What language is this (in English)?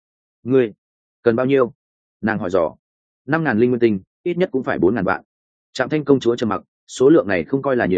Vietnamese